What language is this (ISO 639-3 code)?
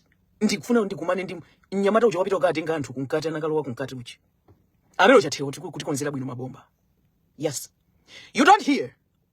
nya